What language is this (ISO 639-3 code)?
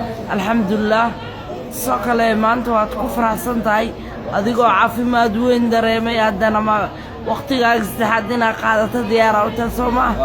som